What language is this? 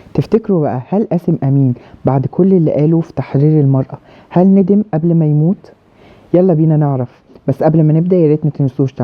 Egyptian Arabic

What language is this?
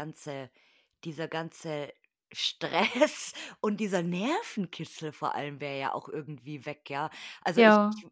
German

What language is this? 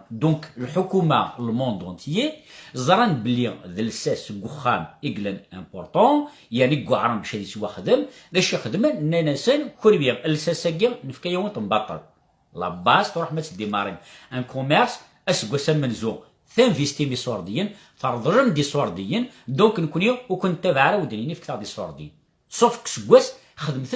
Kabyle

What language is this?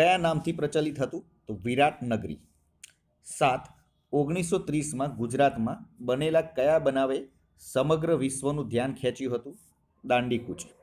Gujarati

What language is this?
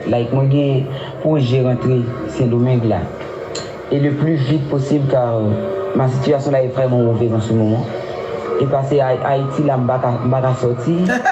Haitian Creole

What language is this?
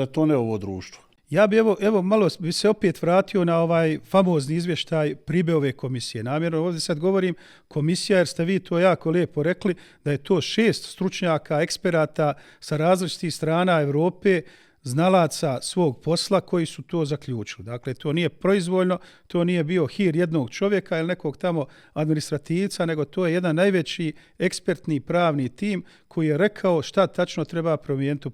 Bosnian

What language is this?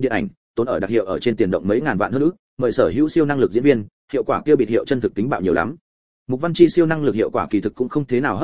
Vietnamese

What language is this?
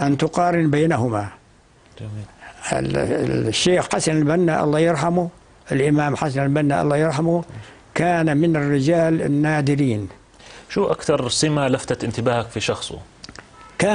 North Levantine Arabic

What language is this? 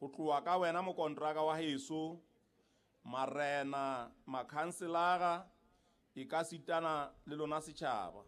Southern Sotho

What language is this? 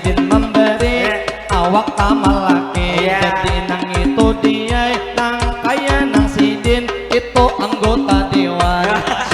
Banjar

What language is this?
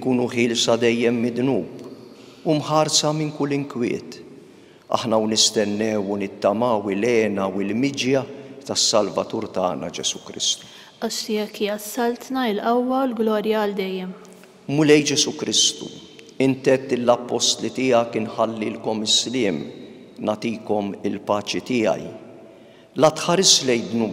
Maltese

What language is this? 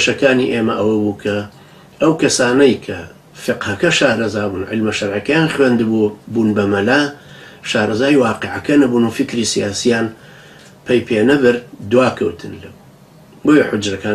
Central Kurdish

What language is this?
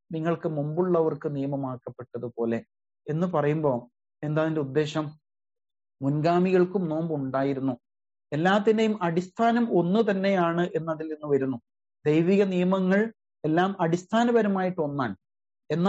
Malayalam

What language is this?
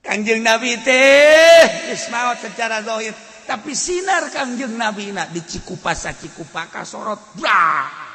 Sundanese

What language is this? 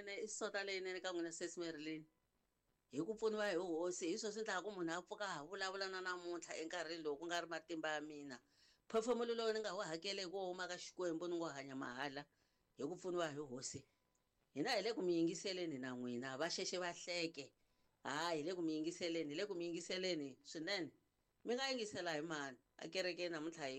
Tsonga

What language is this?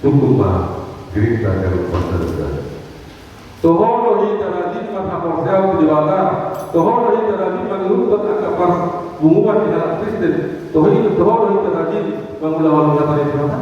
Batak Toba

